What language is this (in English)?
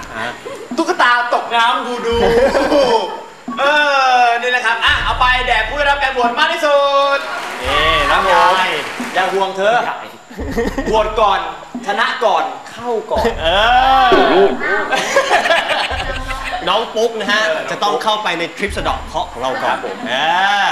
Thai